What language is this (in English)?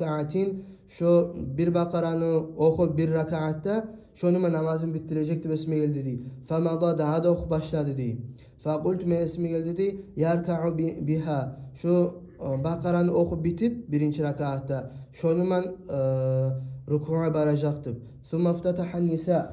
Kumyk